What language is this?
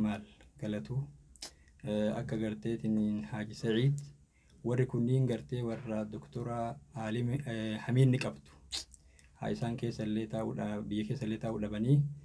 Oromo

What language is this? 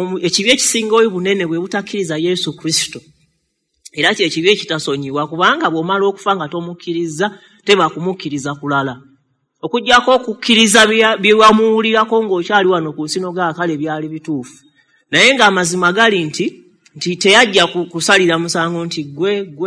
Ganda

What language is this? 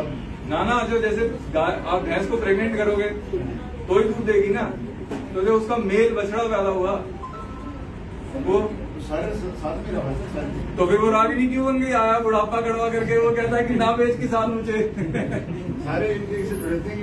Hindi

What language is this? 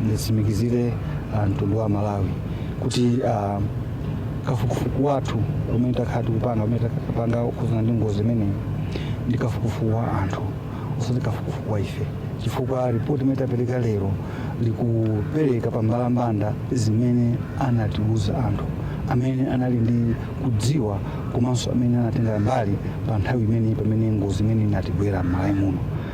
Nyanja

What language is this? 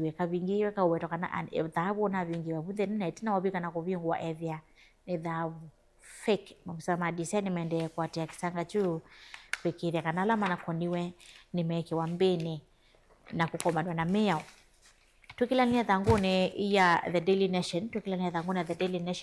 Kamba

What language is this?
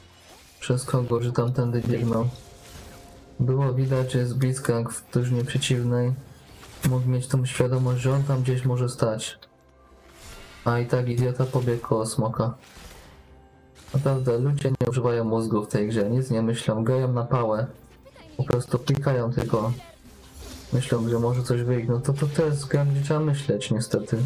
Polish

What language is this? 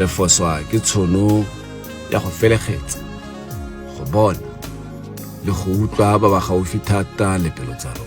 Tswana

